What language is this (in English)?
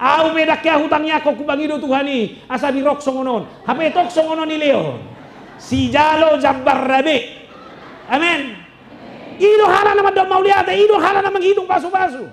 Batak Toba